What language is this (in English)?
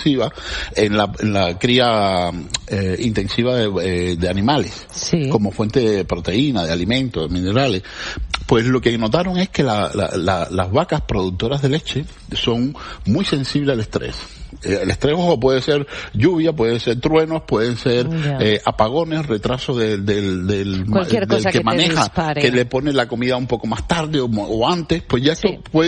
Spanish